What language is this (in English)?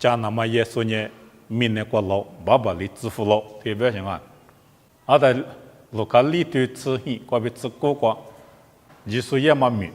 Lisu